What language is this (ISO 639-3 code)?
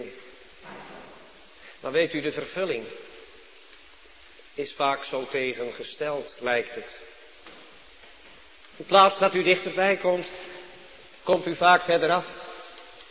nld